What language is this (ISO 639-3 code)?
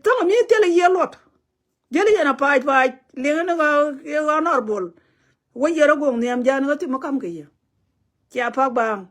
nus